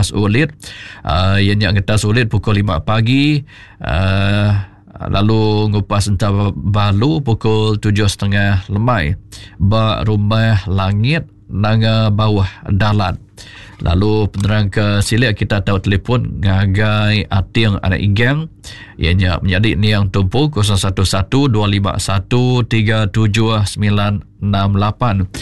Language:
Iban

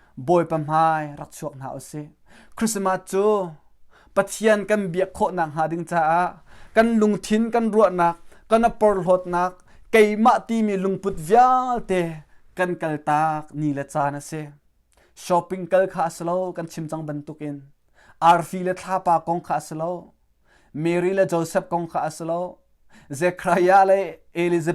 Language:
Hakha Chin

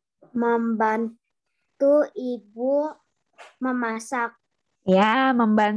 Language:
Indonesian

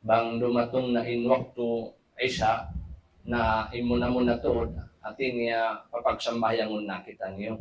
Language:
Tausug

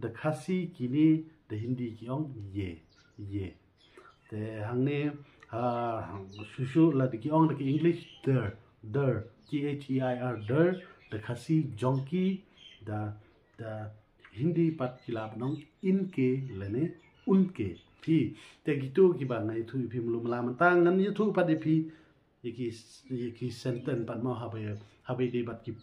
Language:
Khasi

